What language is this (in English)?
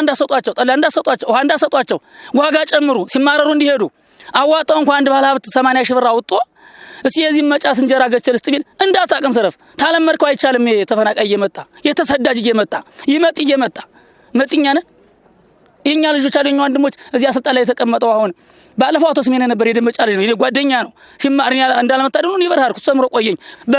Amharic